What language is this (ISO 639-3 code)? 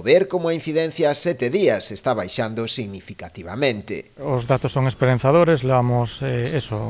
glg